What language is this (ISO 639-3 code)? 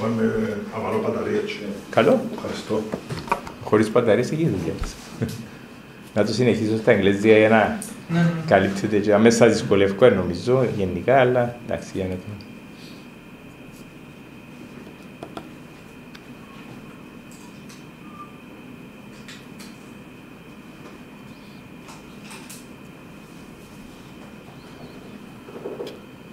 ell